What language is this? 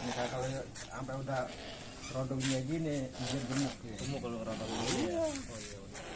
Betawi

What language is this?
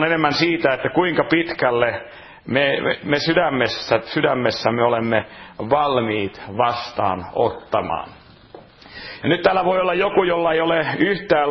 Finnish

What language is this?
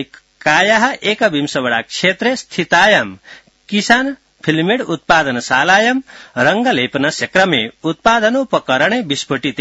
Sanskrit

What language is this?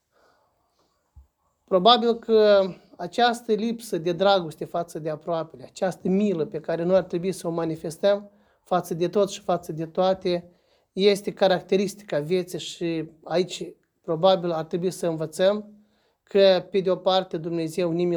Romanian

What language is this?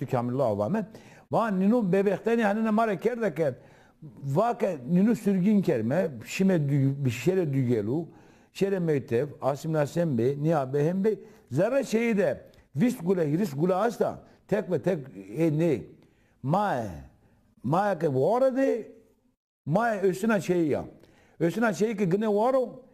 Zaza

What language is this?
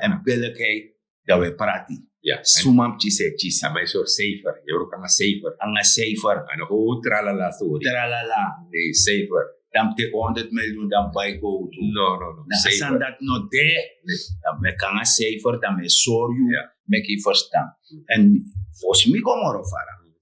Sranan Tongo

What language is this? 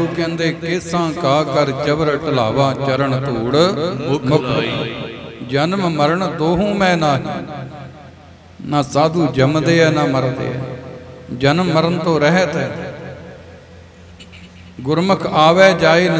Punjabi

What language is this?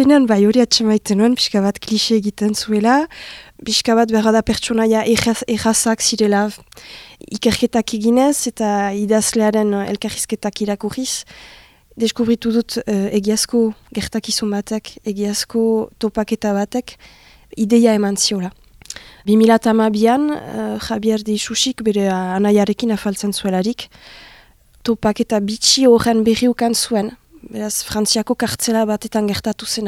Basque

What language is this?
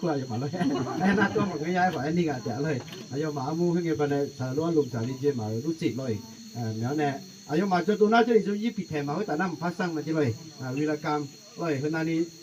Akha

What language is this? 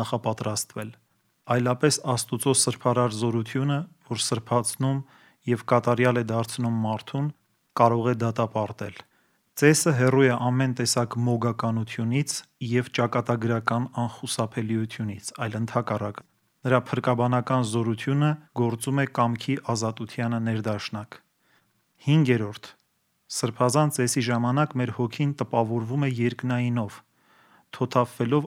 Armenian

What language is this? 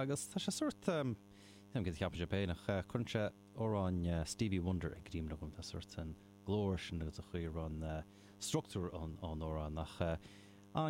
Irish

